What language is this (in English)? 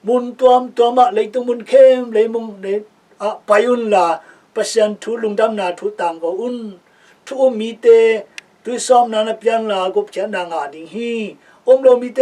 Tedim Chin